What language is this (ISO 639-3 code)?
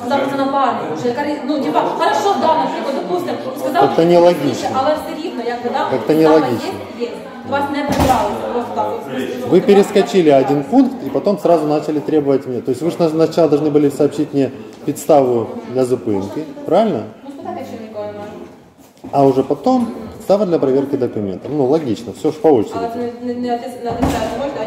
ukr